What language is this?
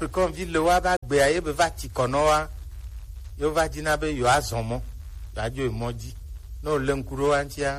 Gen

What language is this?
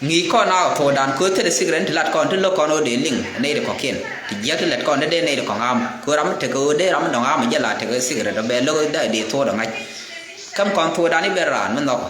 Nuer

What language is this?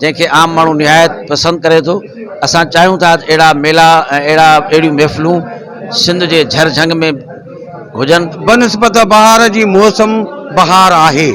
Sindhi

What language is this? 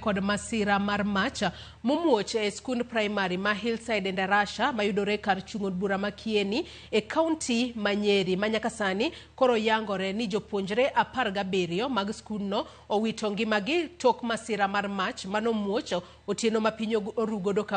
Luo (Kenya and Tanzania)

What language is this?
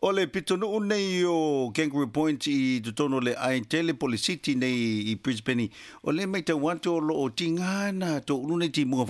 Samoan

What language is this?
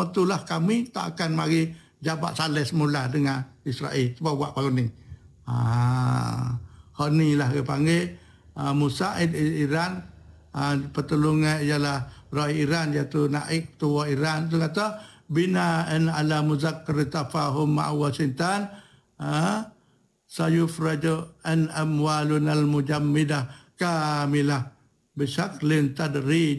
Malay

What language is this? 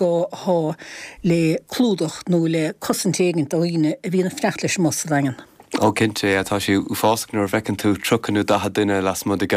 Irish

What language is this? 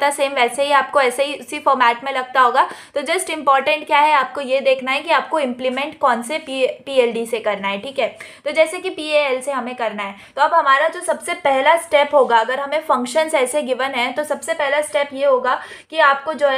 Hindi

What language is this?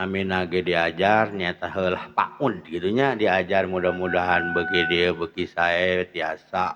Sundanese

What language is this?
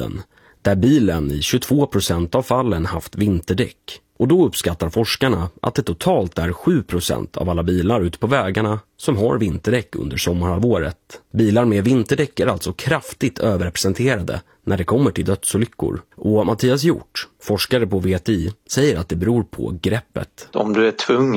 Swedish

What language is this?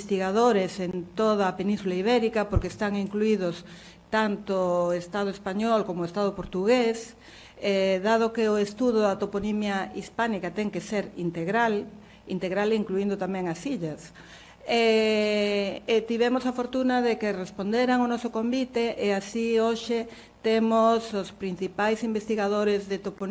Galician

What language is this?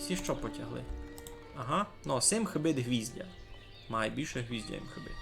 Rusyn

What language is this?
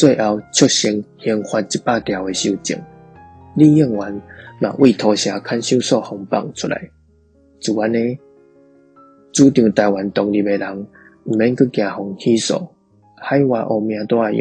Min Nan Chinese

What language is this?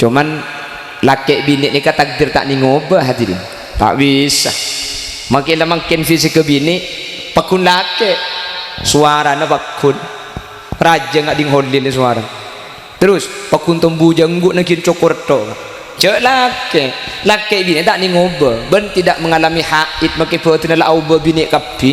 Madurese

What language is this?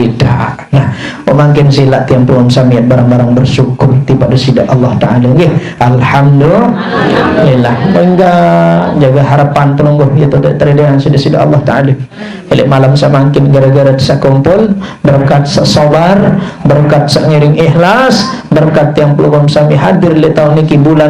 Sasak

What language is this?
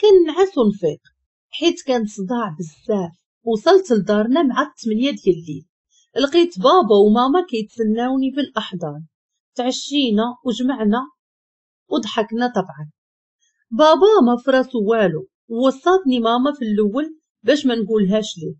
Moroccan Arabic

